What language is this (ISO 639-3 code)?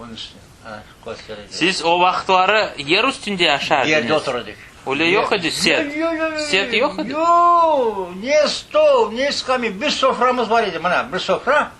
crh